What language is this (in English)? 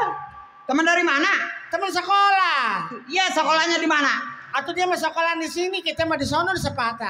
Betawi